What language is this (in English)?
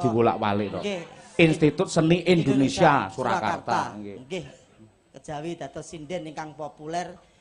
Javanese